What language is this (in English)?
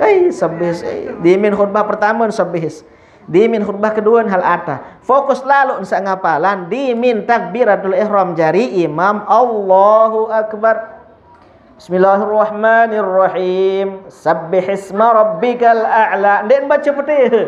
Sasak